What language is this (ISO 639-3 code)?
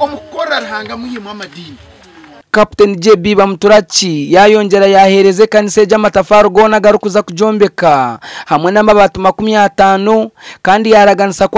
nyn